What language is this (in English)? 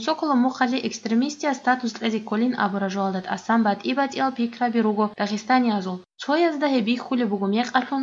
Avaric